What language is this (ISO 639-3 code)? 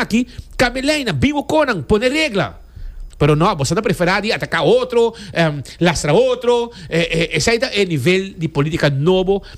pap